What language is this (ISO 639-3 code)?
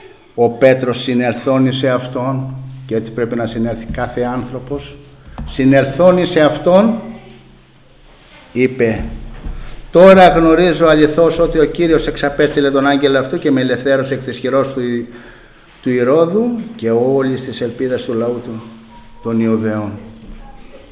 ell